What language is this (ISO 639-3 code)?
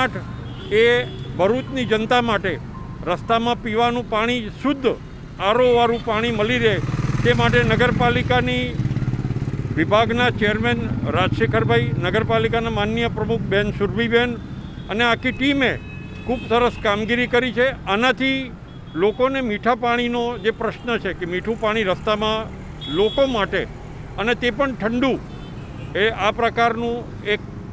guj